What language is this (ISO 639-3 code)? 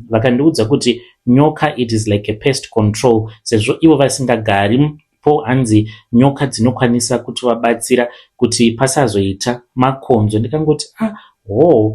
sna